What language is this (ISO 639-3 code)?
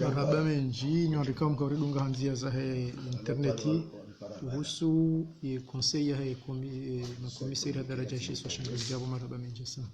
zdj